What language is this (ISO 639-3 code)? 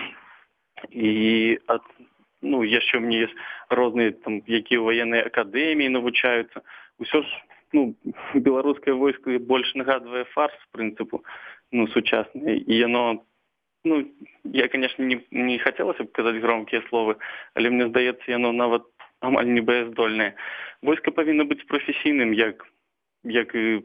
bel